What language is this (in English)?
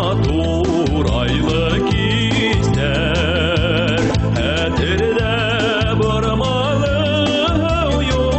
Bashkir